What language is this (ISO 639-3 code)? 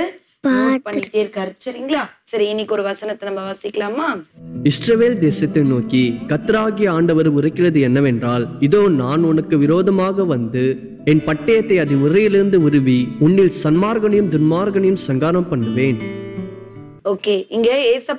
tam